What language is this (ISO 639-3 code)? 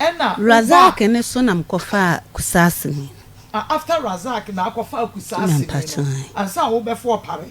aka